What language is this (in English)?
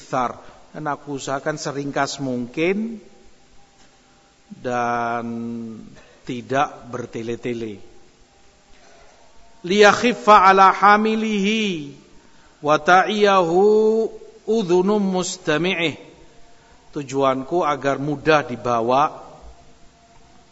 Indonesian